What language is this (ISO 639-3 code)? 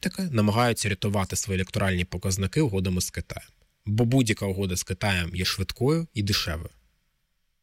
ukr